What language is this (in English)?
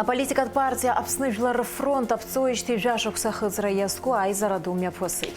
Abkhazian